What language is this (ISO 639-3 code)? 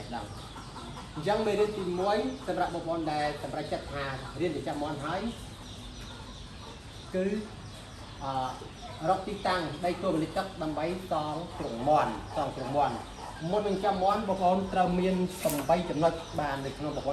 khm